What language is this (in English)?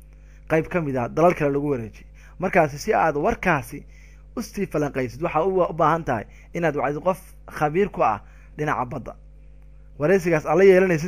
Somali